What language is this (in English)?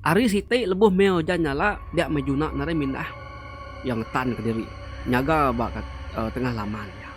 Iban